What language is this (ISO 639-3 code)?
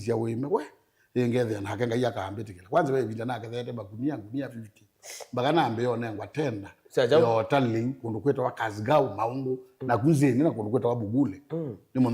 kam